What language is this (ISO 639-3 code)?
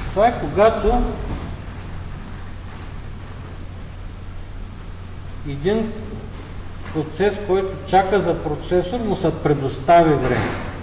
bul